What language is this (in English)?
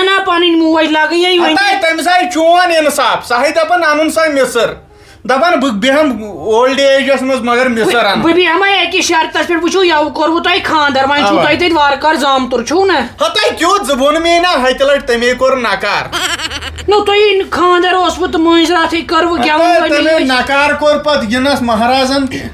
Kashmiri